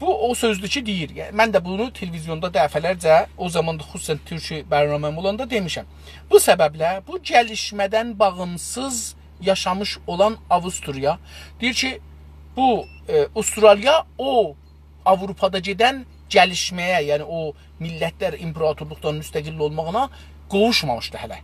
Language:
South Azerbaijani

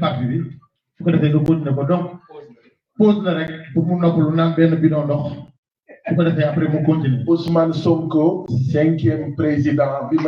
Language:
Wolof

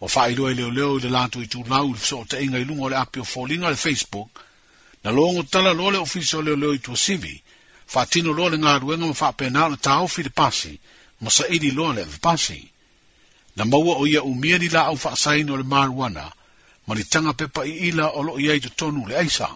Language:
Samoan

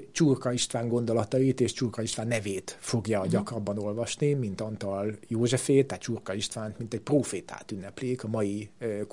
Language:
Hungarian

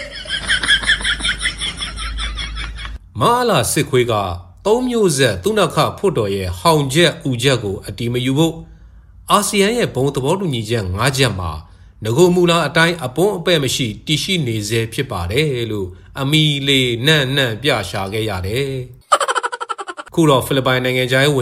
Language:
Burmese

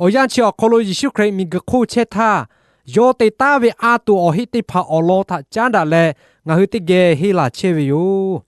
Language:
Lahu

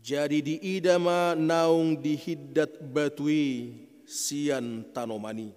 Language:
Batak Toba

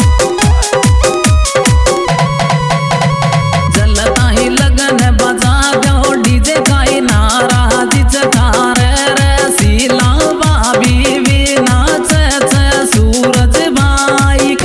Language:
Rajasthani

